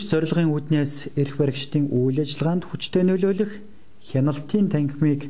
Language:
Mongolian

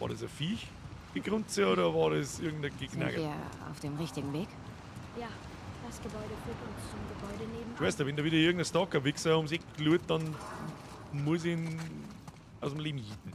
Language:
Bavarian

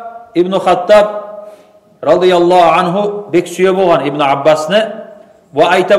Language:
Kumyk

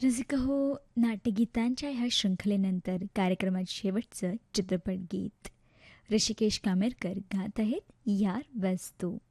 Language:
Marathi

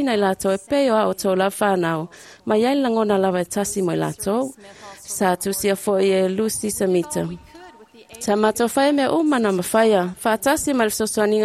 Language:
Samoan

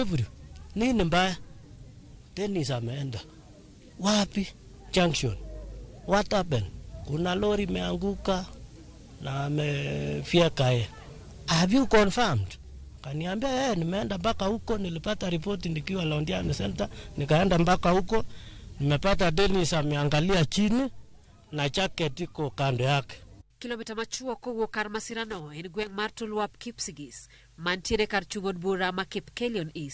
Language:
Luo (Kenya and Tanzania)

